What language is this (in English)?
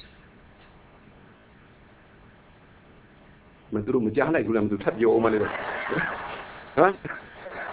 Burmese